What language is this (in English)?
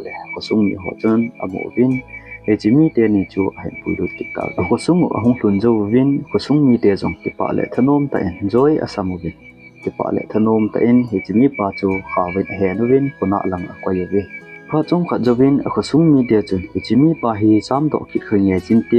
Thado Chin